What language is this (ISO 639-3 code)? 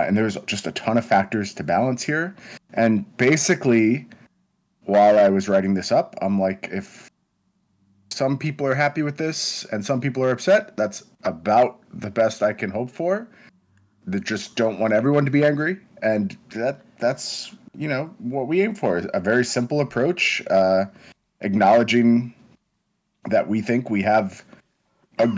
eng